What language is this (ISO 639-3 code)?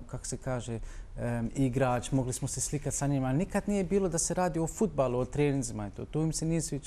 bos